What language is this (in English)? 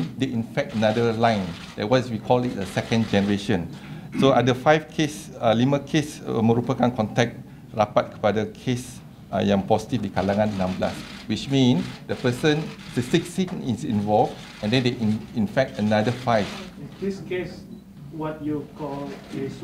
Malay